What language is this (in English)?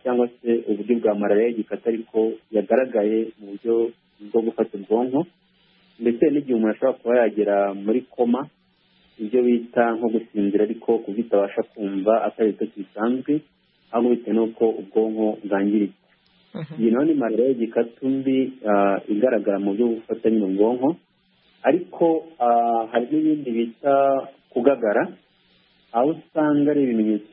Kinyarwanda